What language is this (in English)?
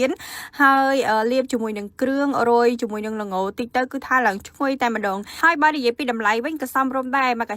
Khmer